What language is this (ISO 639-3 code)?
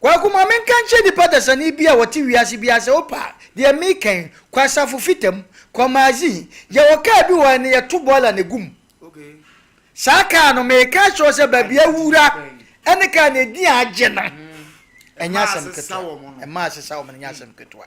aka